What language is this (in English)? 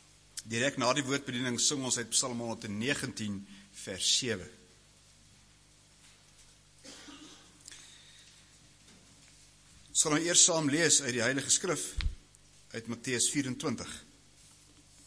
Afrikaans